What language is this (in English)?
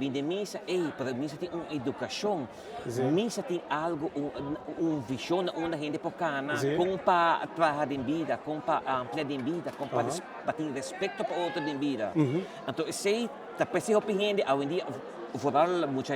Papiamento